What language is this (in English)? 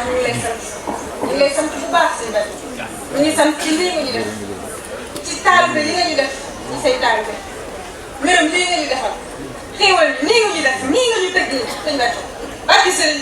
Wolof